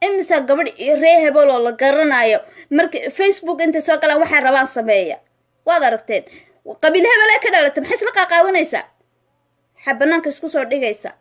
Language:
Somali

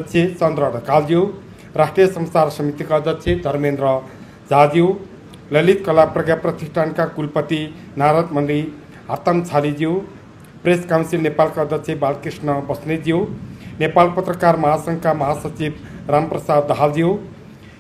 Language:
Nepali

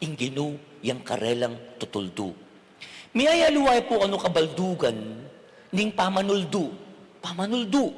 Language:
Pampanga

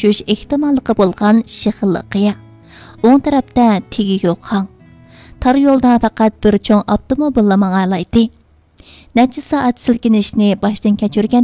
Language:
Uyghur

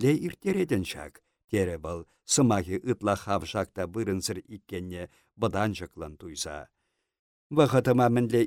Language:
Chuvash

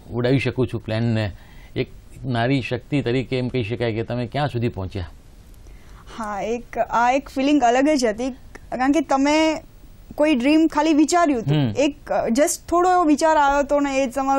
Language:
Gujarati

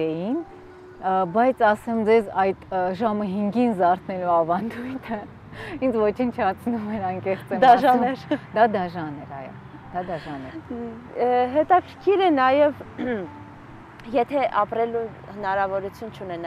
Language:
Armenian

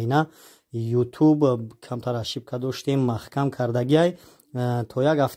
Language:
Tajik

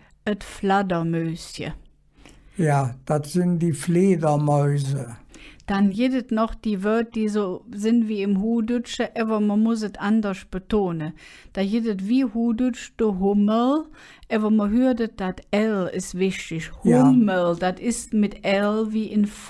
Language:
Colognian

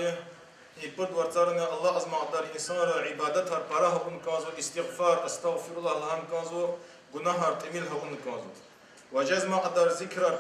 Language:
Lezghian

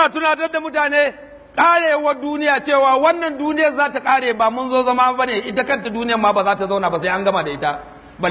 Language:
Hausa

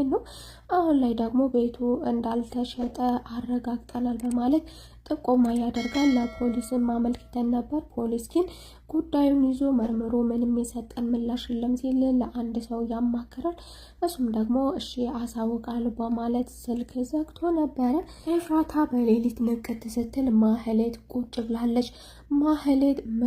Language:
Amharic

